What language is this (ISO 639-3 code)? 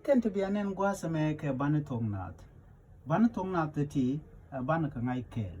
nus